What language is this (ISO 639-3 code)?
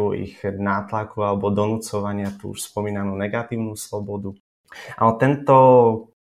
slk